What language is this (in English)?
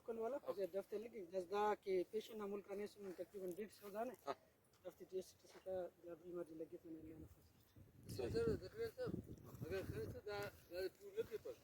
Brahui